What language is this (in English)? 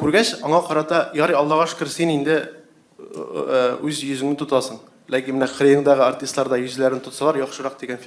Tatar